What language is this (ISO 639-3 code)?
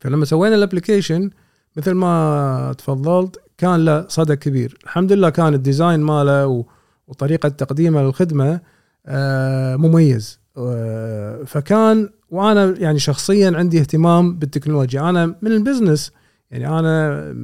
afb